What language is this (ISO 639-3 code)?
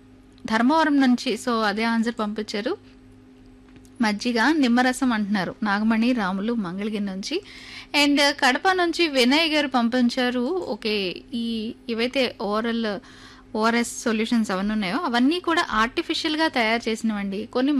tel